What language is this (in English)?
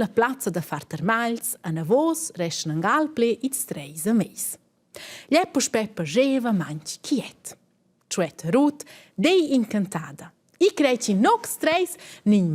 Romansh